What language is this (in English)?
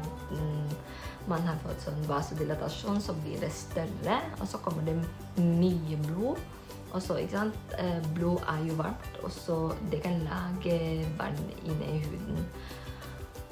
Norwegian